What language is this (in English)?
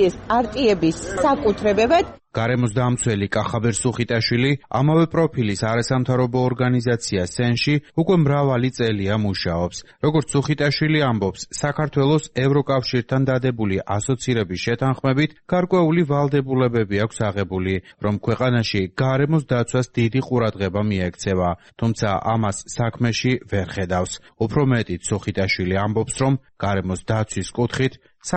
Georgian